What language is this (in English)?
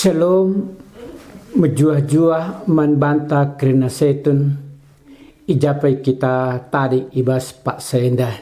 Batak Karo